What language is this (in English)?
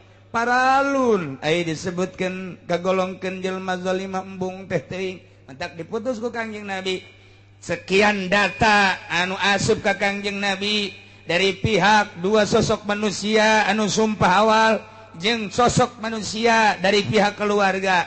Sundanese